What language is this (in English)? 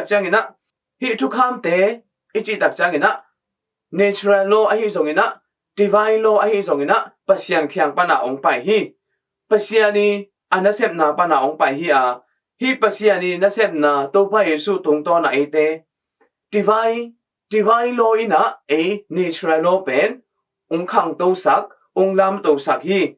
Tedim Chin